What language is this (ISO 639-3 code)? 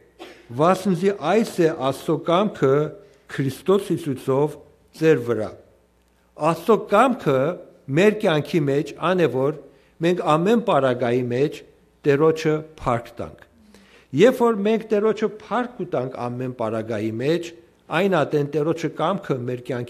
hyw